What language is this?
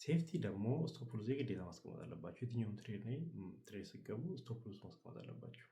Amharic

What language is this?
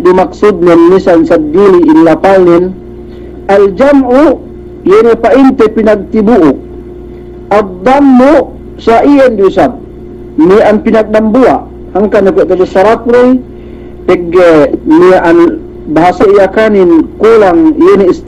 Yakan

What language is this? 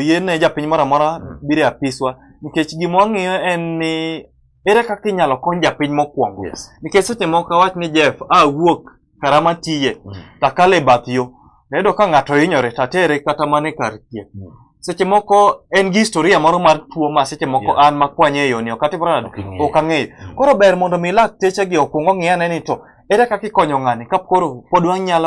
Luo (Kenya and Tanzania)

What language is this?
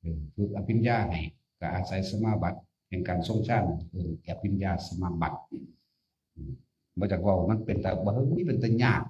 Northeastern Thai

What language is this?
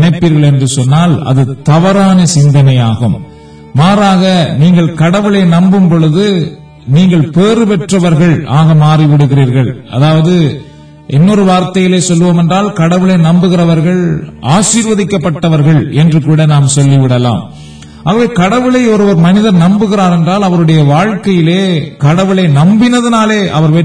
Tamil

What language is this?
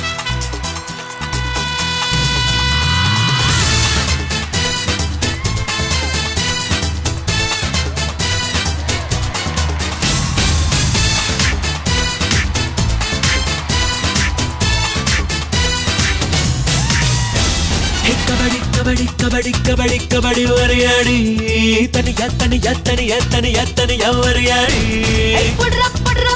Tamil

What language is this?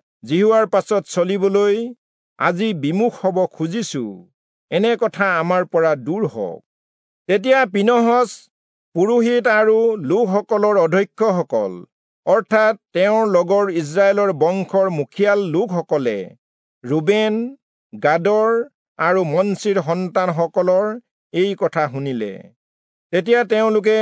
Assamese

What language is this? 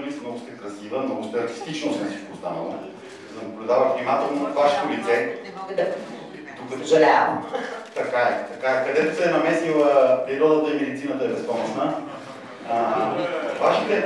Bulgarian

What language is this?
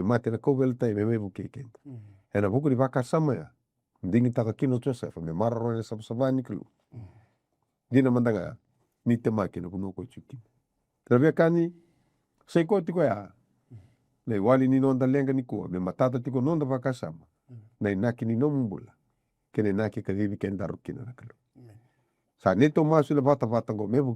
Fijian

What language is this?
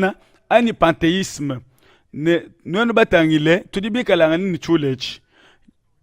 Luba-Lulua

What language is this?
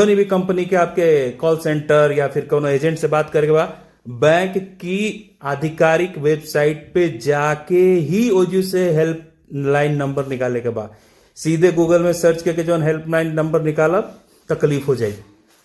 Bhojpuri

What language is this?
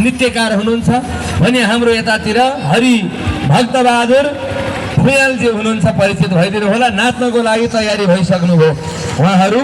Nepali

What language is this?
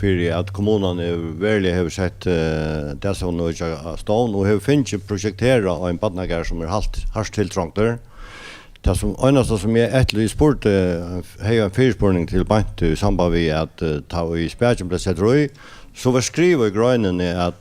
Faroese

